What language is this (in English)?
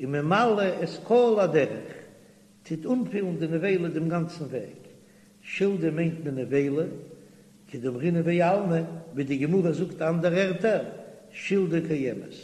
Yiddish